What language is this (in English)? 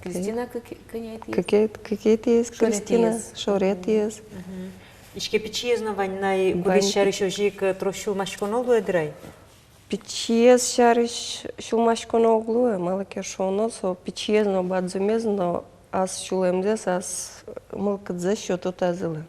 Udmurt